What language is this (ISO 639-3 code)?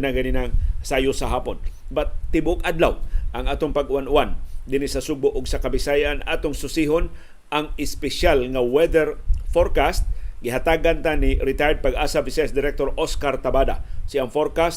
ceb